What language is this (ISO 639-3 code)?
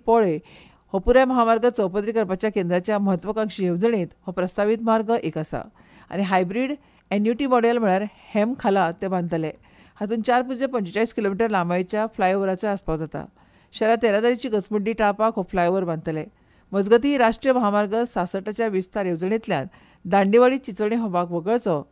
kok